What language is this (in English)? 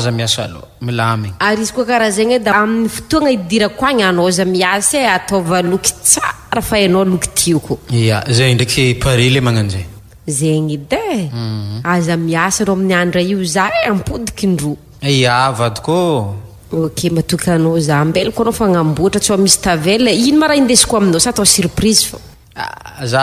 Malagasy